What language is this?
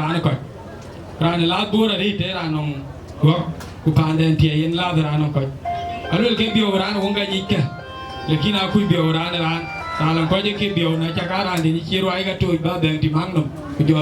Dinka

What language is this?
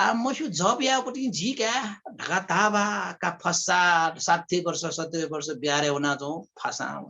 Newari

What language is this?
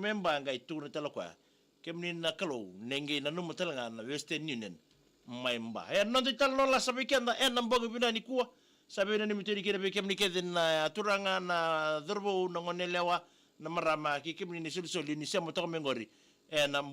Fijian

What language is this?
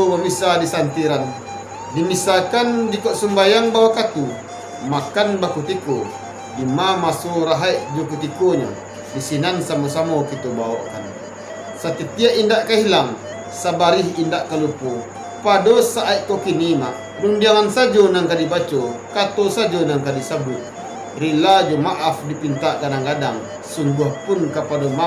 Minangkabau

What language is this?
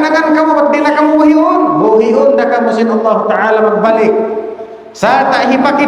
Tausug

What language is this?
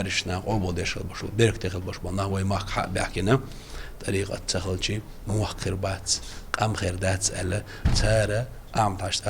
Chechen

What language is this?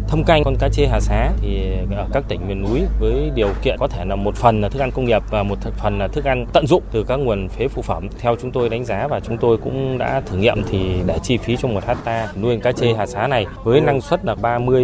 Vietnamese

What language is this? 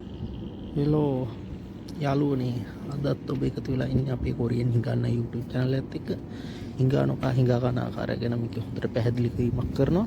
Sinhala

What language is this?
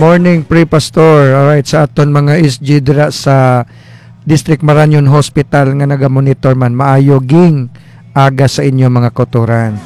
Hiligaynon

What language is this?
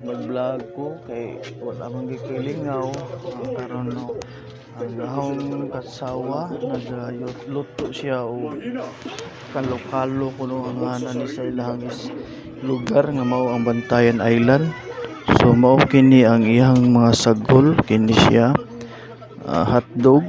Cebuano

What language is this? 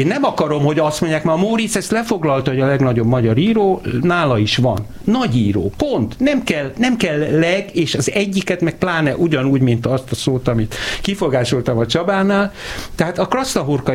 Hungarian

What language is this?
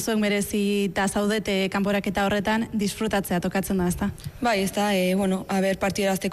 Basque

